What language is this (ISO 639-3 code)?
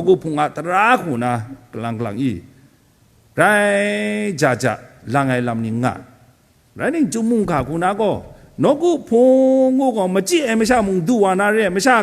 kac